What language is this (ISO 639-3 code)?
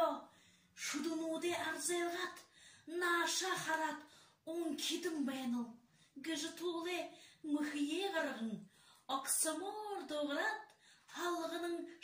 bua